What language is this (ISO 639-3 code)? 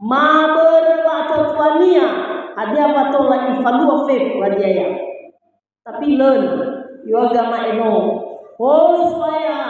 nia